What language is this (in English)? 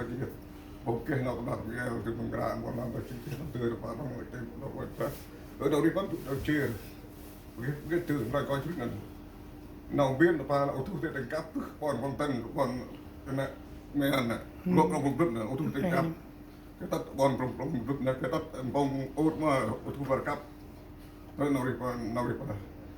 Central Mnong